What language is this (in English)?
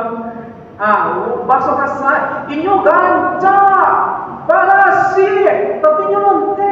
Minangkabau